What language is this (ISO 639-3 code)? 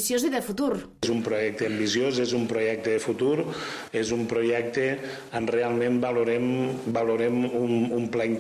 cat